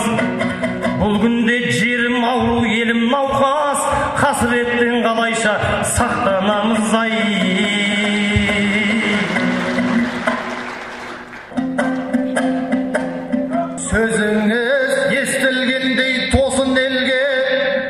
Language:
Kazakh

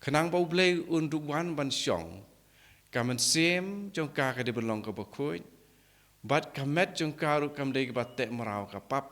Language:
Khasi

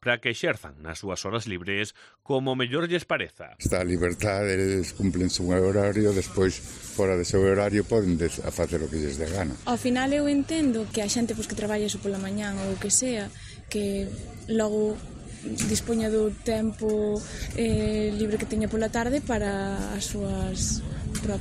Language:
Galician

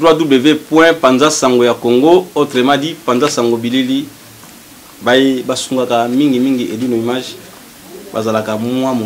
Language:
Lingala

